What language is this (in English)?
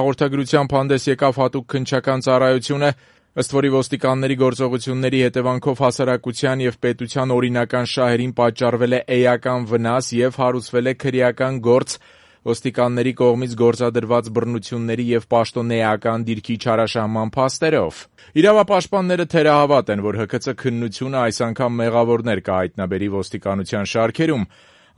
Armenian